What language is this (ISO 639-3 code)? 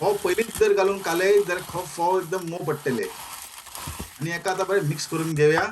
kok